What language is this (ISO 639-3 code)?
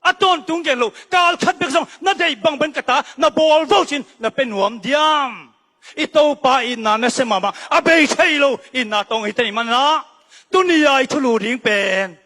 ctd